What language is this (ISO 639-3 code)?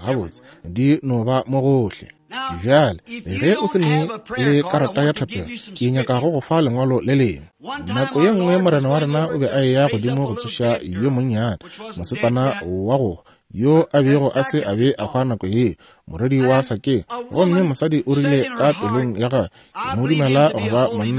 nso